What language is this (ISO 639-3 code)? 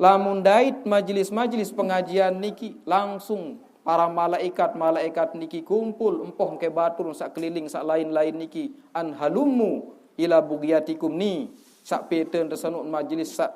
sas